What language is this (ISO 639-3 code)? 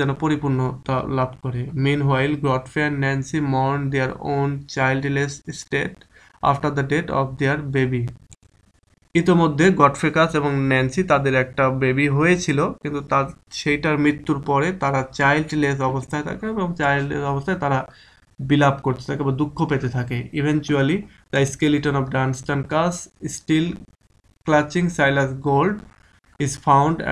ben